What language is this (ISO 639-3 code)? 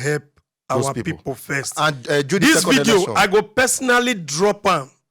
pcm